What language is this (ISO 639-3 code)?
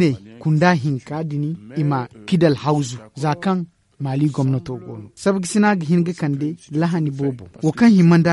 dje